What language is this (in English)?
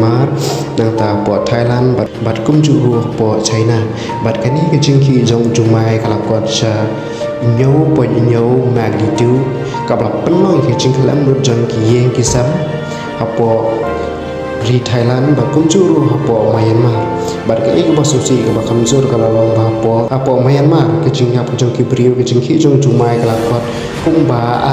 Khasi